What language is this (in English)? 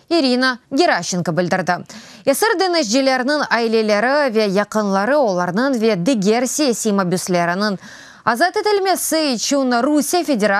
Crimean Tatar